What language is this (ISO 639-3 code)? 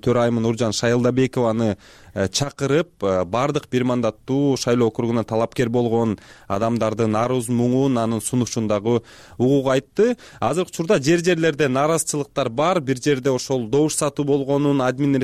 kir